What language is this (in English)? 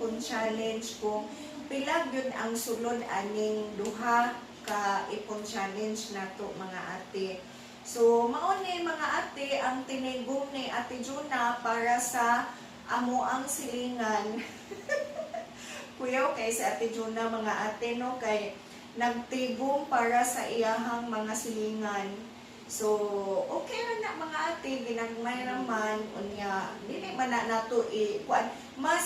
Cebuano